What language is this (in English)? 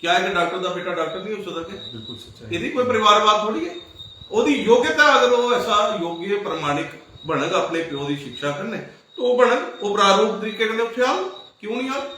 Dogri